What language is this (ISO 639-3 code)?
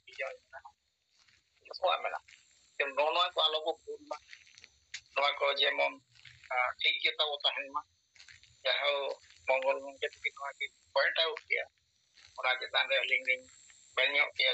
sat